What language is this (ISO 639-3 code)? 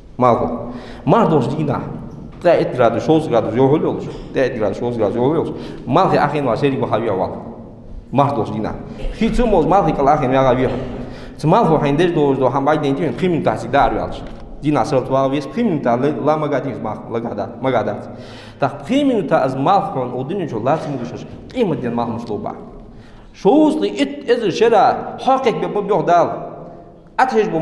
inh